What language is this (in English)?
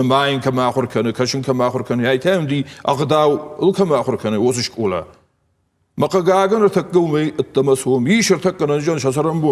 Ossetic